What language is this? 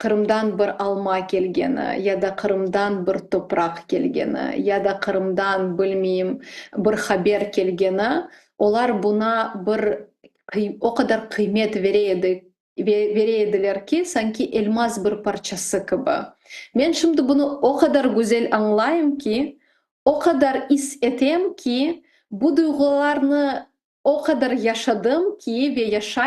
Crimean Tatar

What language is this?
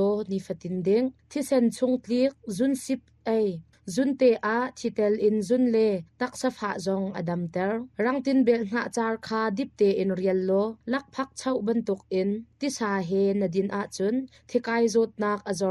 Hakha Chin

